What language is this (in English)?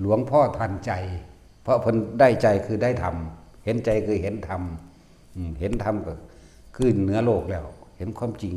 Northeastern Thai